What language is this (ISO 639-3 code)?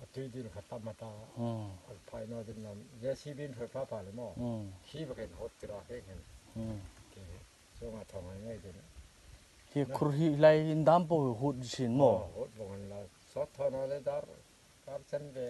hmr